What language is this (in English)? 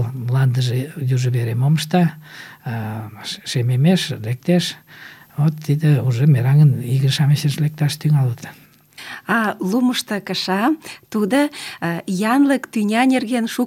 Mari